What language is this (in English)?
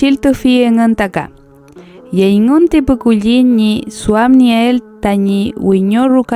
Mapuche